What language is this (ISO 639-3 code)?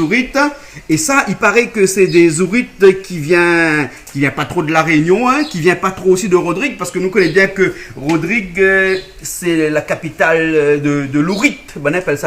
rcf